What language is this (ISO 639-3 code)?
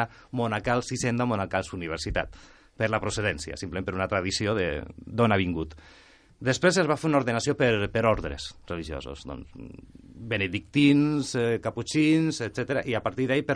cat